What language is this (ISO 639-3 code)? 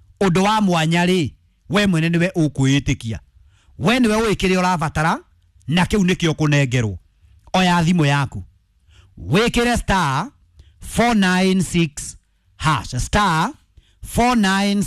kik